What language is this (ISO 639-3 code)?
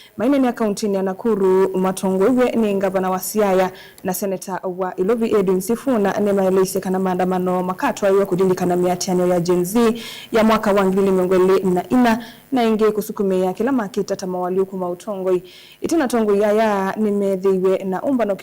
kam